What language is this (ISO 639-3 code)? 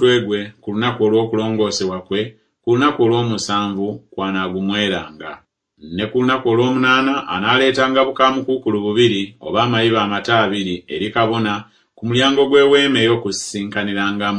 lug